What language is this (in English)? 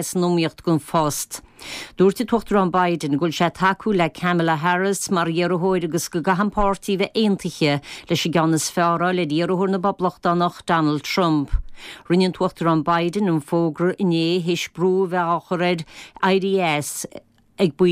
Irish